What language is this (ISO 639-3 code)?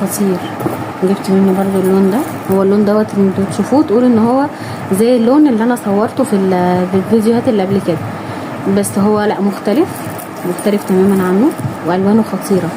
arz